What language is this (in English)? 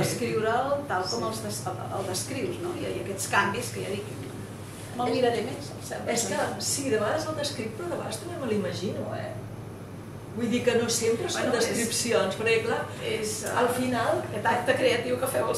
Catalan